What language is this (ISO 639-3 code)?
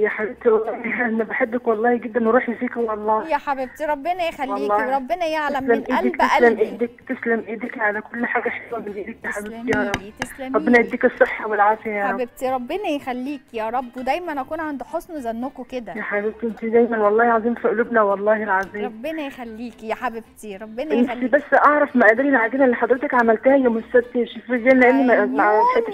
arz